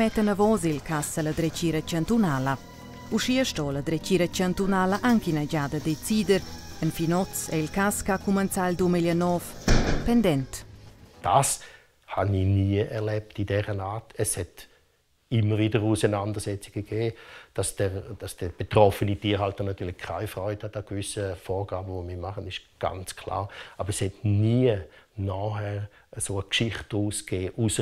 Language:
Romansh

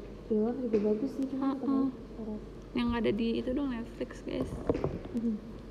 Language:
Indonesian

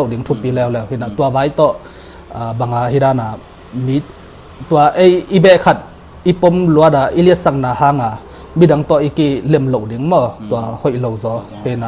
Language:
Tedim Chin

